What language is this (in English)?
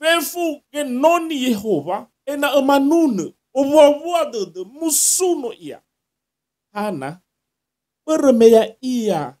Nias